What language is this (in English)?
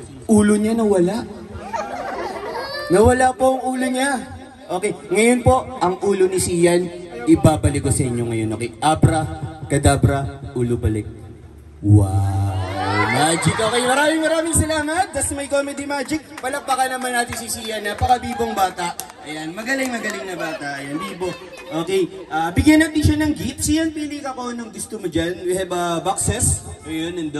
Filipino